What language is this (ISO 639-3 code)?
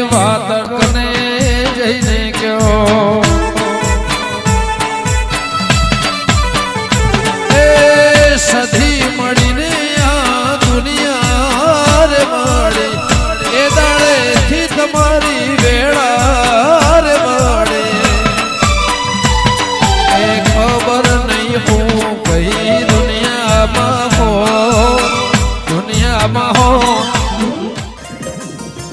guj